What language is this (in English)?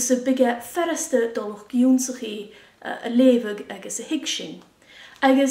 Scottish Gaelic